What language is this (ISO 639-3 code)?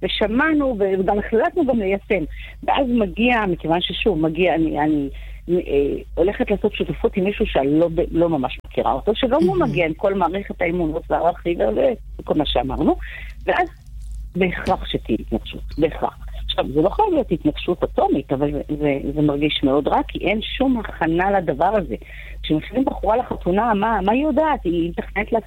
heb